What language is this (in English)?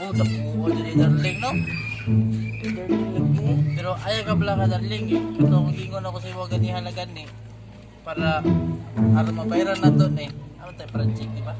Cebuano